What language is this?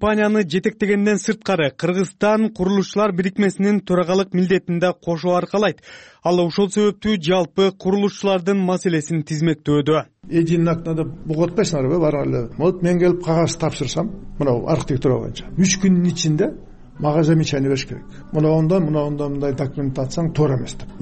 Kyrgyz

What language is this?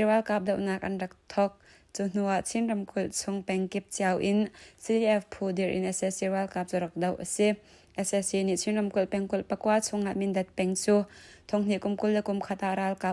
Hakha Chin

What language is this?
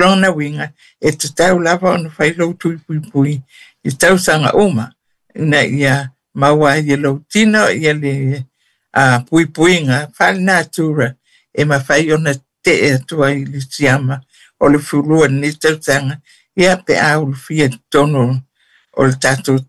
Samoan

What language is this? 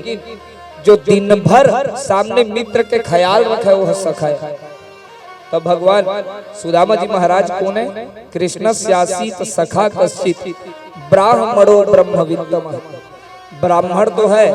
Chhattisgarhi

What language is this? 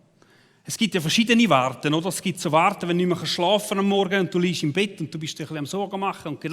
Swiss German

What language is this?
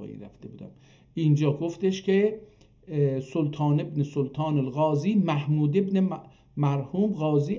South Azerbaijani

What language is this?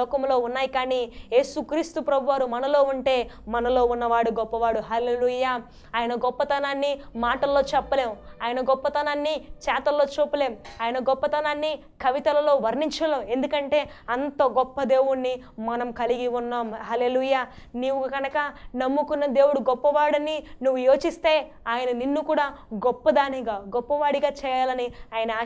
Telugu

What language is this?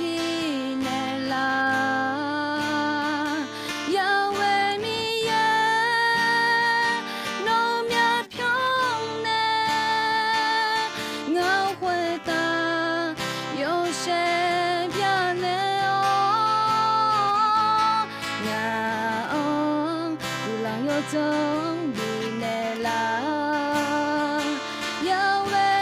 Akha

